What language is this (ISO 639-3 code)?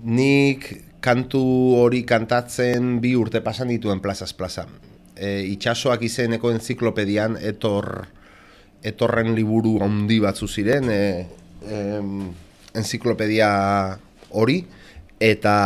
eus